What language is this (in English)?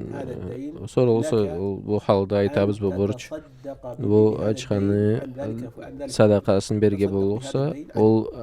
Karachay-Balkar